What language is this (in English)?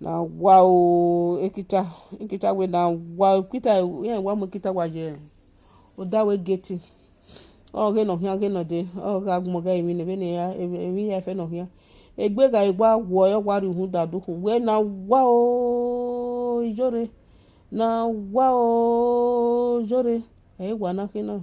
Nigerian Pidgin